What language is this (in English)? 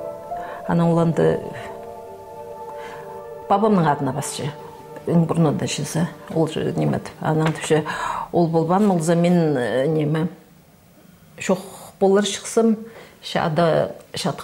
Khakas